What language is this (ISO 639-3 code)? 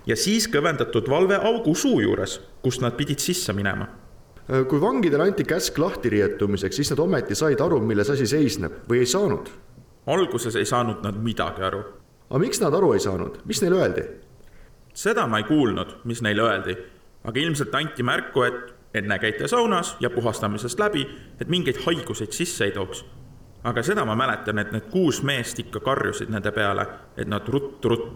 est